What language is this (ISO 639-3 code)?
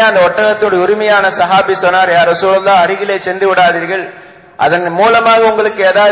tam